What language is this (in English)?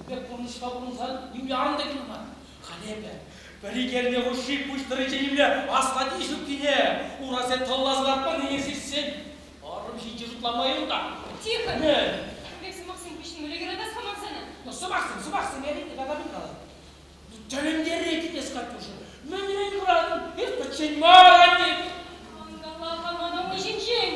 Chuvash